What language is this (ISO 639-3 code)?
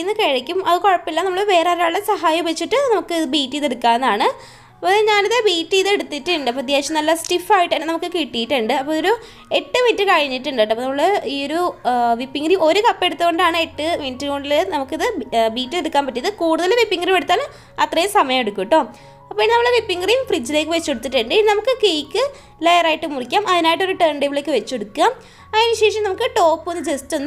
mal